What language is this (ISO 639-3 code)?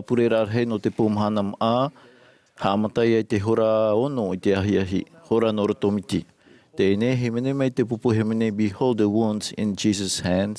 tah